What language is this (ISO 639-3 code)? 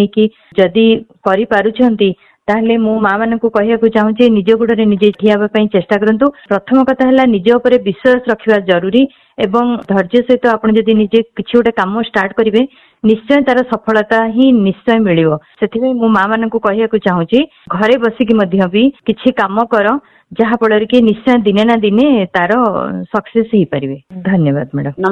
ori